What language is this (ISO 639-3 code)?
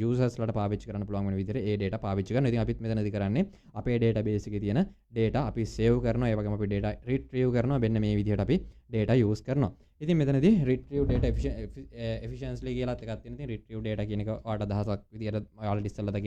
sin